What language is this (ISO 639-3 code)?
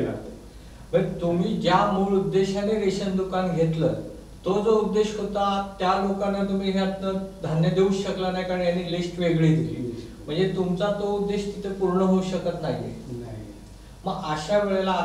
mar